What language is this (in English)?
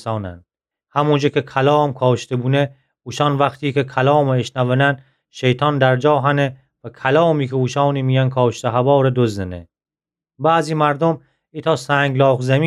Gilaki